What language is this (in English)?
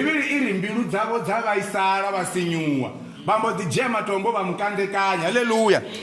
Venda